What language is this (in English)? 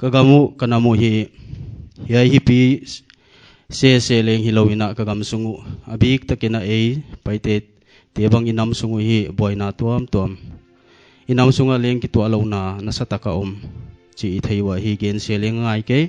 Paite Chin